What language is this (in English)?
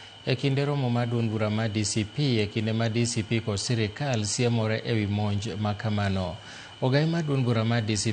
Luo (Kenya and Tanzania)